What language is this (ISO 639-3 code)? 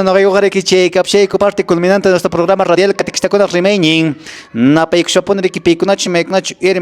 que